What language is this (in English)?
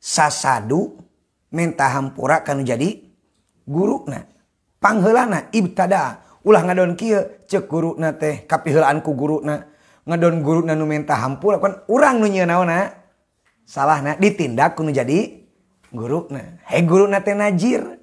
Sundanese